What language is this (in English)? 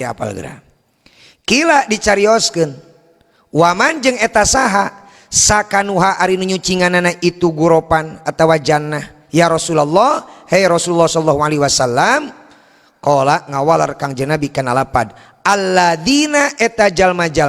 Sundanese